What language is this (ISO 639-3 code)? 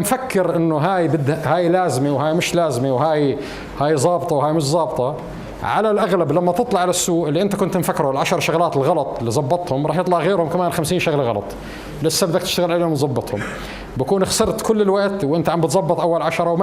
apc